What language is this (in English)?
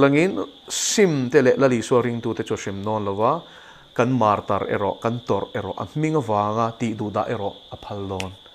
Mizo